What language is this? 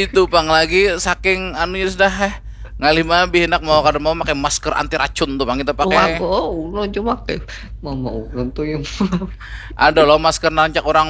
Banjar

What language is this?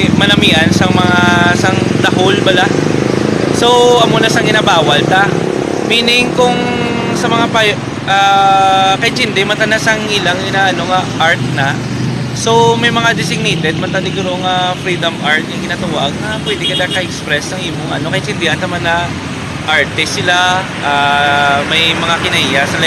Hiligaynon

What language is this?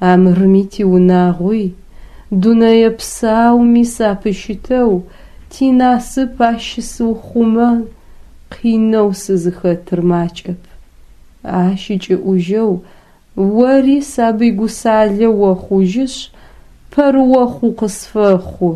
Adyghe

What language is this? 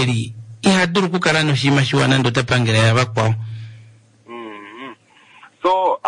Kuanyama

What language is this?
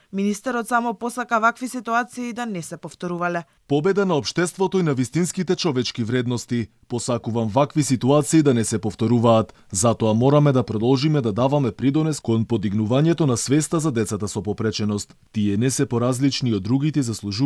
Macedonian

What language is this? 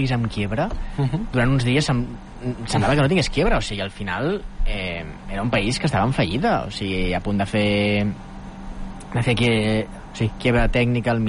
Catalan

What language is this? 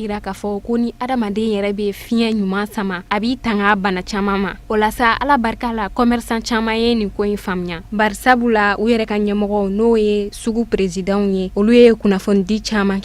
Bambara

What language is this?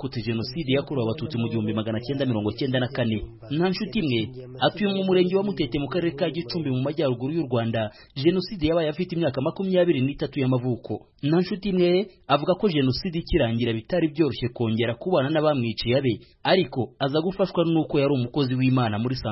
Kinyarwanda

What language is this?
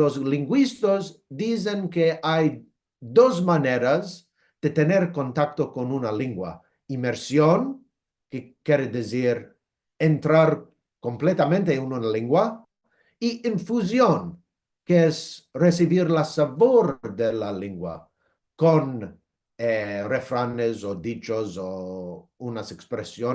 Ladino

